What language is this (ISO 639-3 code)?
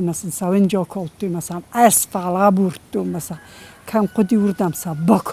oss